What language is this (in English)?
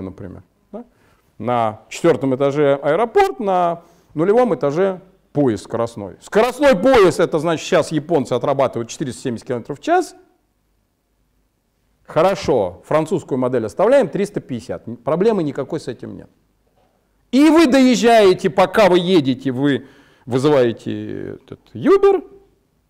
Russian